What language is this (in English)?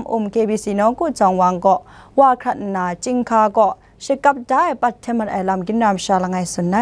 Kachin